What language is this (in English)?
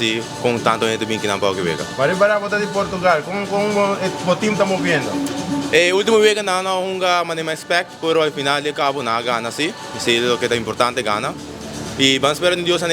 Papiamento